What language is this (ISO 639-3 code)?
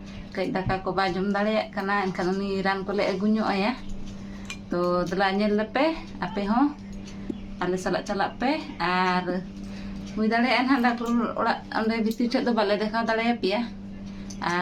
sat